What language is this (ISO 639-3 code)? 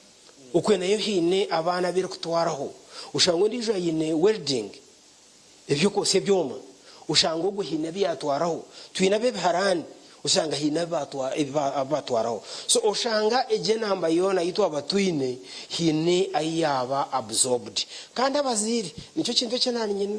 nyn